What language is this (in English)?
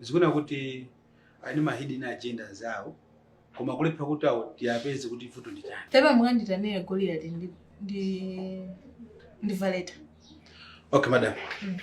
Nyanja